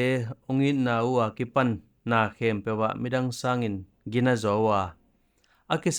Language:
Tedim Chin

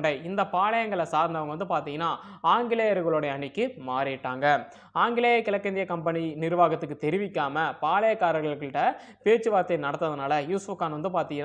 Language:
Tamil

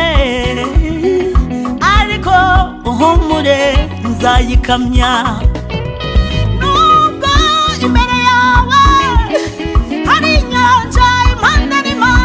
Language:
Kinyarwanda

